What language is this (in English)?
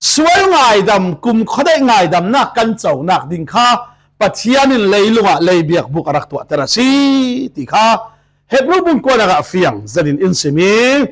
Falam Chin